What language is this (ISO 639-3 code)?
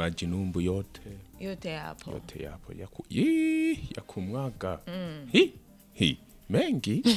swa